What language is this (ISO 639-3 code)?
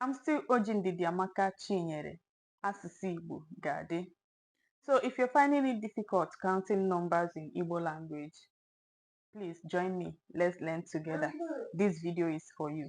ibo